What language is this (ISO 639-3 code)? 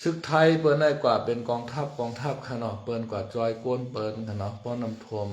shn